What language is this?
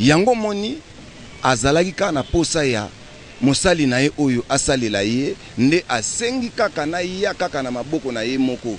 Lingala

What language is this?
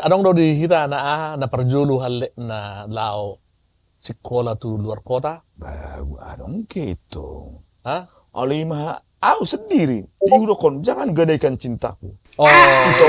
Batak Toba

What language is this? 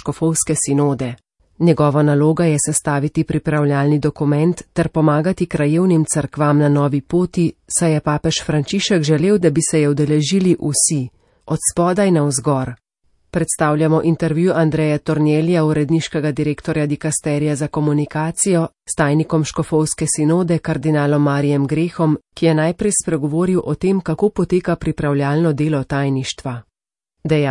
Slovenian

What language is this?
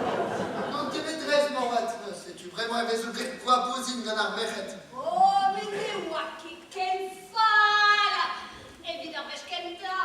Breton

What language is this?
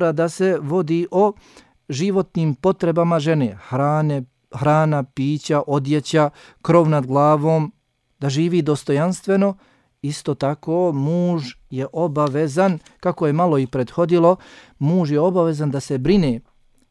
Bosnian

